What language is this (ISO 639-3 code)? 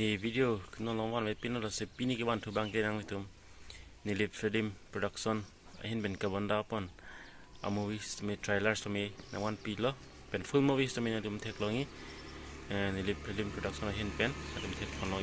mjw